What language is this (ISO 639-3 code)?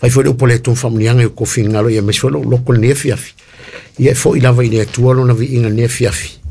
smo